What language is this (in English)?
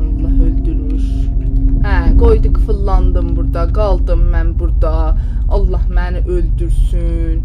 South Azerbaijani